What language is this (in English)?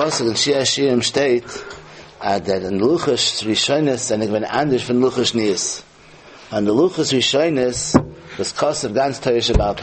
Yiddish